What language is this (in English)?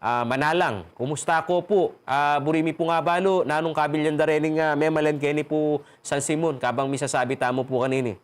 Pampanga